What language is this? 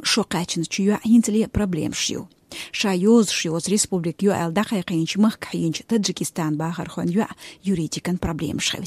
Chechen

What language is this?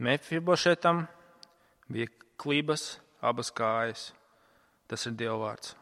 Latvian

